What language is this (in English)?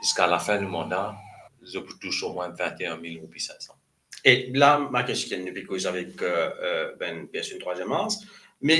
Morisyen